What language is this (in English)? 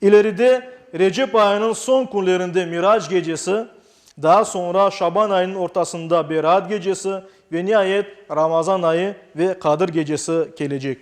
Crimean Tatar